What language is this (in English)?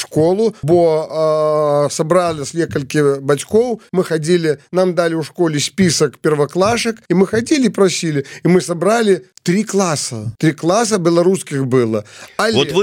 Belarusian